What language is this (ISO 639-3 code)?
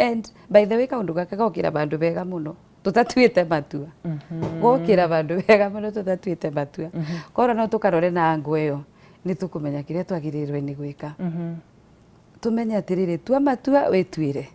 kik